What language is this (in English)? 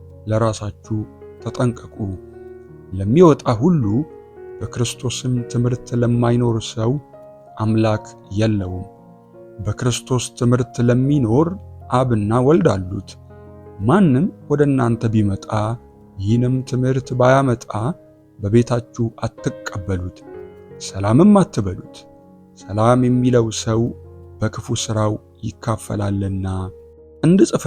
Amharic